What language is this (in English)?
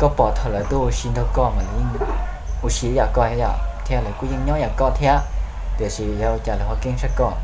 Hmong